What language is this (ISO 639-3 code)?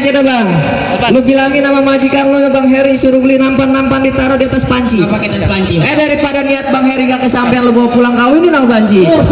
bew